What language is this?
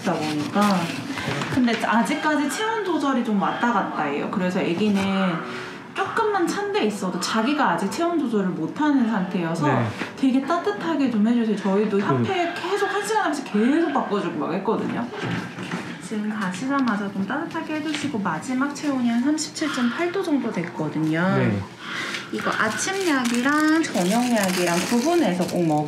Korean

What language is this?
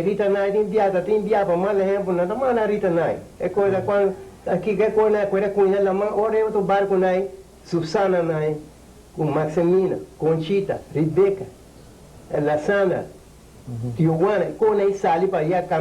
Papiamento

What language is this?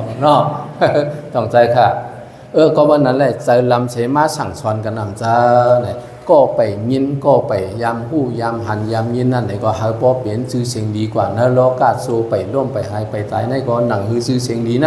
Shan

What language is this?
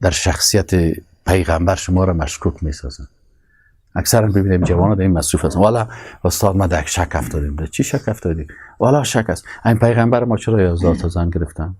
Persian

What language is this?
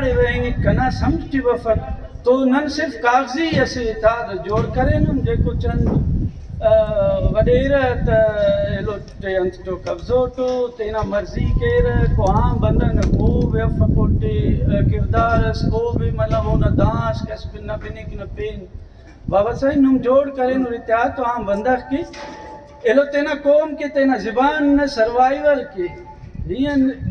Brahui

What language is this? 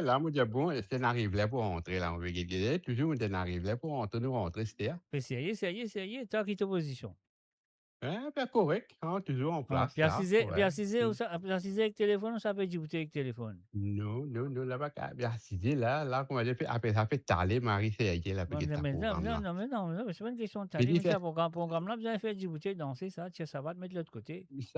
Morisyen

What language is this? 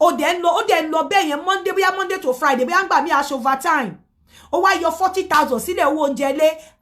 Yoruba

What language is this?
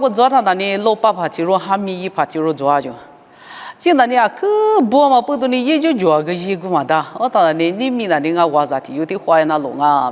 Lisu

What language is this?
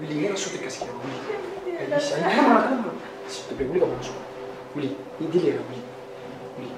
Bambara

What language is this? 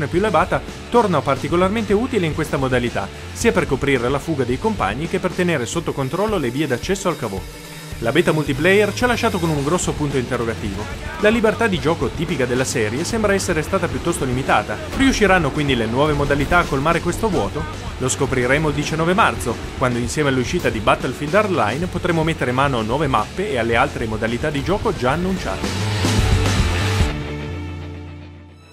Italian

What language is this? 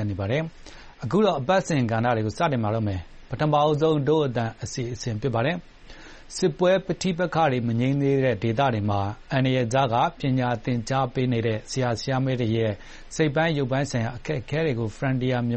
Burmese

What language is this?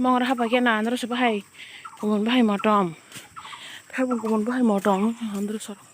Kok Borok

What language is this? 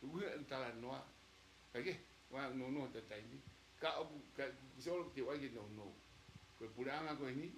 Tongan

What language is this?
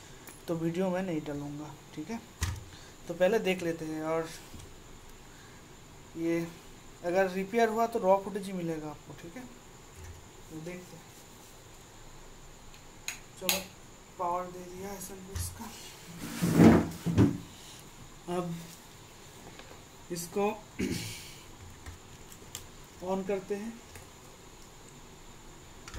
Hindi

